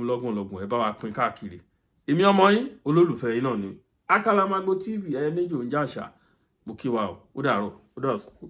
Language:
Yoruba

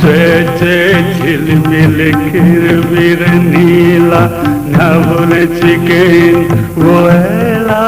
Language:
Newari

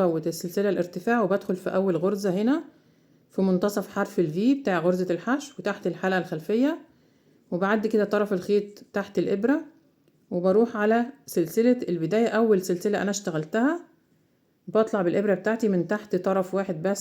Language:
Egyptian Arabic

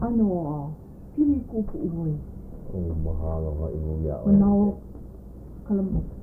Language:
Hawaiian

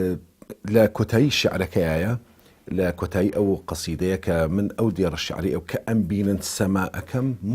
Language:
Central Kurdish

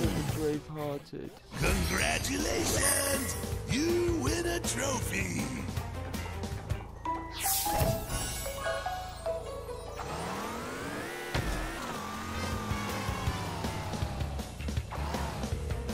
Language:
English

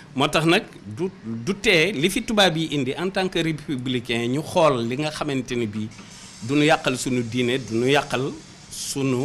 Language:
Wolof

